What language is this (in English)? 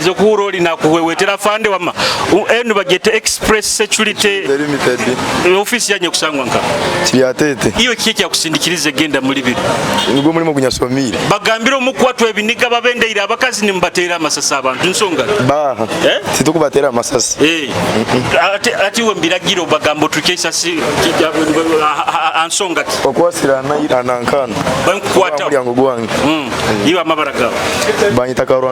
Nyoro